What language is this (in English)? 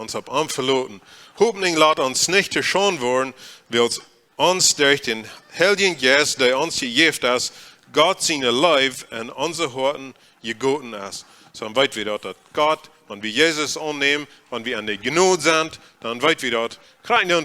Plautdietsch